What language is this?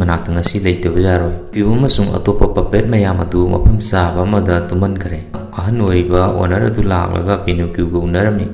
Manipuri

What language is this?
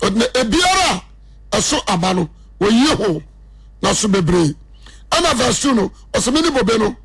Akan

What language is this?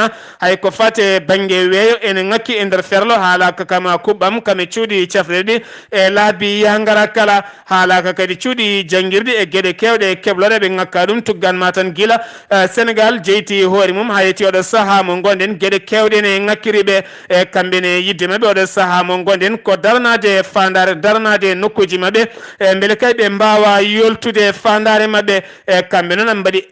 Fula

